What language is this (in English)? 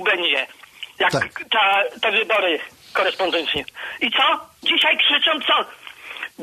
Polish